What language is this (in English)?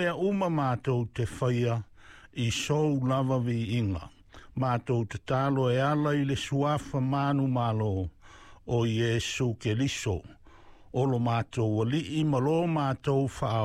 Samoan